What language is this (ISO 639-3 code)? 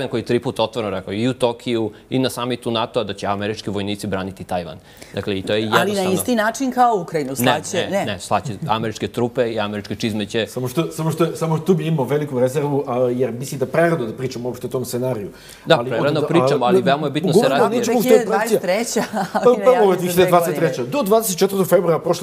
srp